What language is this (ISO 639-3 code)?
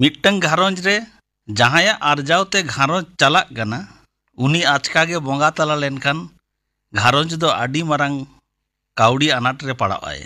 sat